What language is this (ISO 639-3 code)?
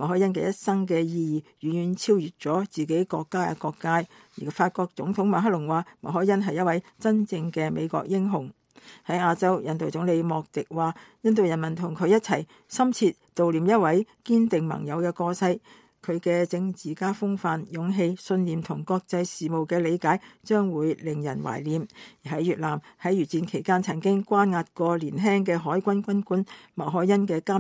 yue